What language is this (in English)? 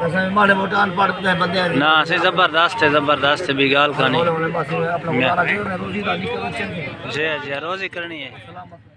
Saraiki